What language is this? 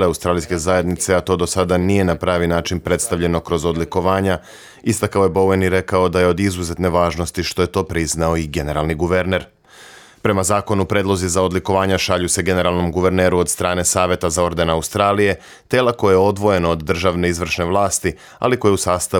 Serbian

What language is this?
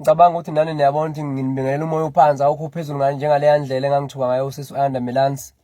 Zulu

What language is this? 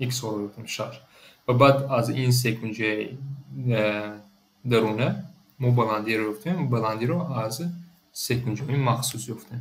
Tajik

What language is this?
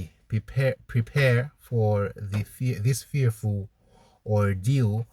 English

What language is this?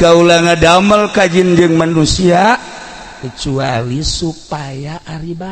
Sundanese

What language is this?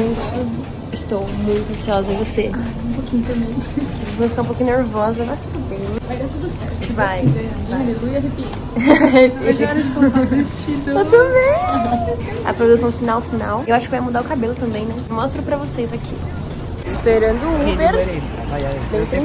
Portuguese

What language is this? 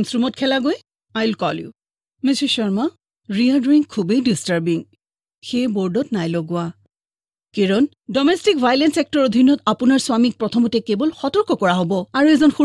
Assamese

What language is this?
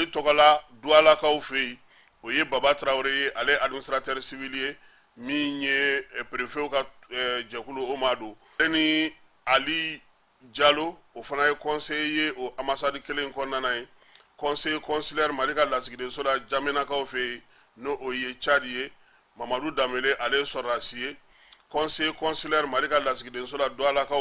Bambara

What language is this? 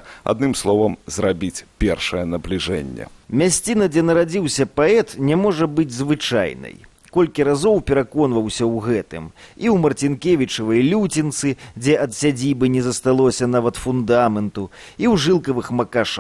Belarusian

